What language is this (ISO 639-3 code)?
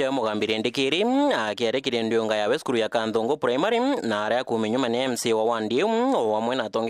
mer